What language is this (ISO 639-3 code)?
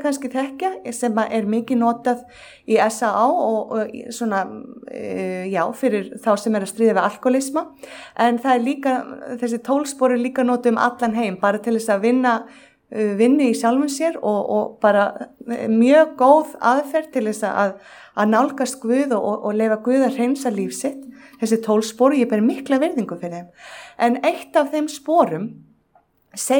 isl